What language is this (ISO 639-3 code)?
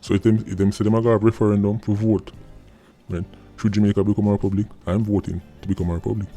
jam